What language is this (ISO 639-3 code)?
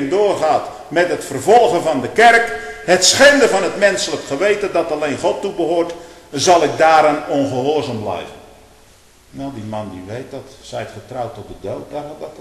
nld